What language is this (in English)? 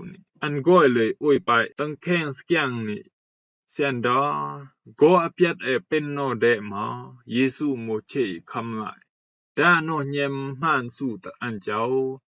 Rumai Palaung